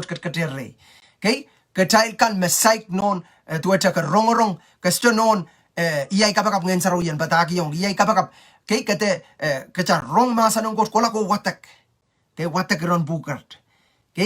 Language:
Pohnpeian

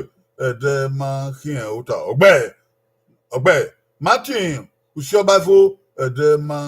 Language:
Bini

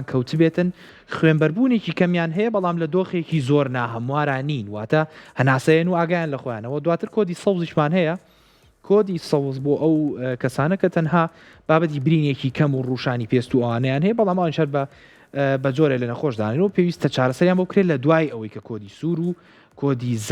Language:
Central Kurdish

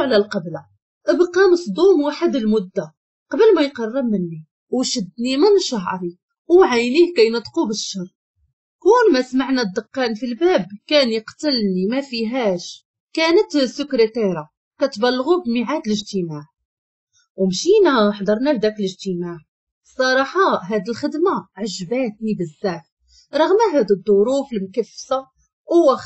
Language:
Moroccan Arabic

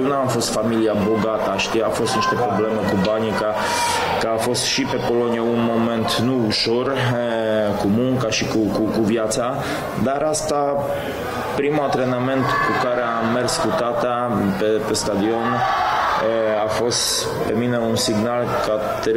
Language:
Romanian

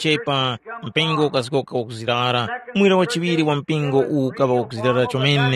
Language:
Tumbuka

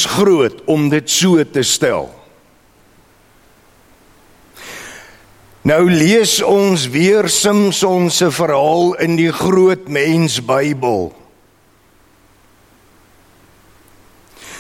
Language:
Afrikaans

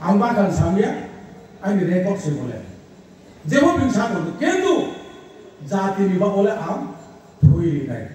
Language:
Riang (India)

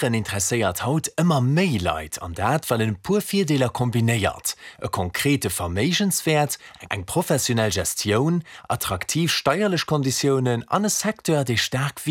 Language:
Luxembourgish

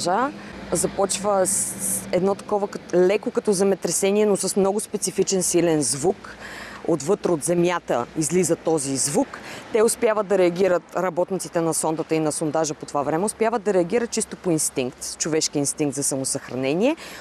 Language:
Bulgarian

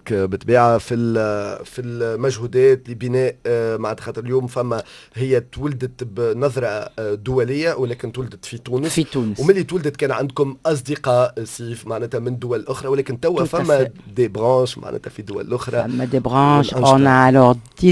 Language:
Tunisian Arabic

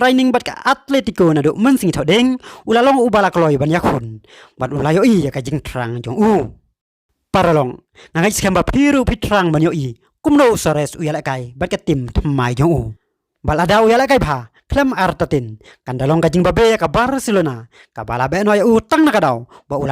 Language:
Khasi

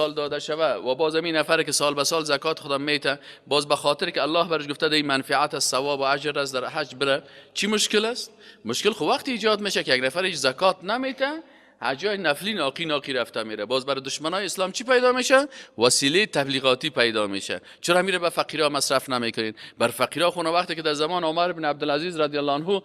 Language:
Persian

